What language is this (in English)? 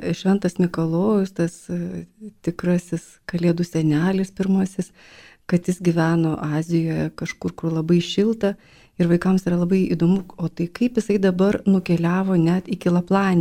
Lithuanian